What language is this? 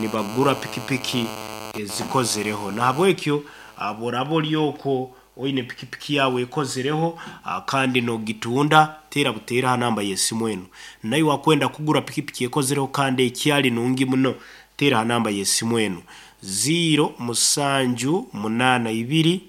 Nyoro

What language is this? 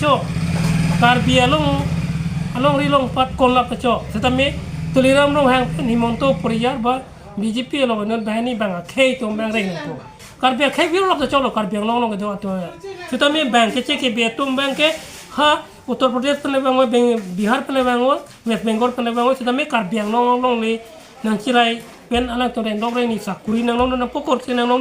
Karbi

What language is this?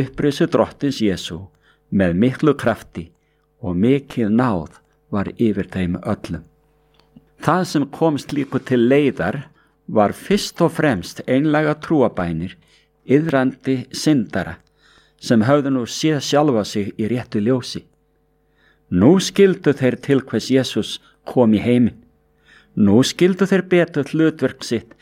Icelandic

